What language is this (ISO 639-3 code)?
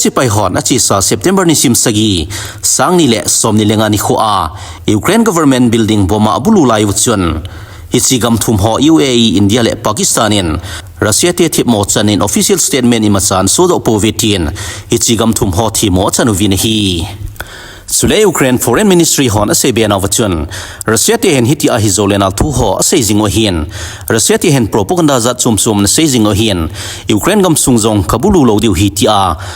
tcz